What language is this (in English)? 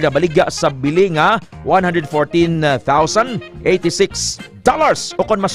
Hiligaynon